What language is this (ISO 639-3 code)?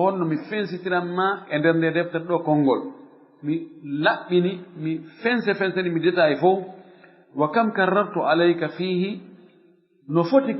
ful